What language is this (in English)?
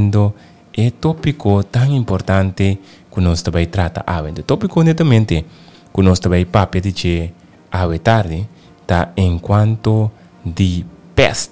Papiamento